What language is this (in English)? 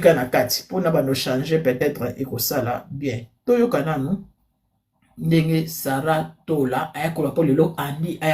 Lingala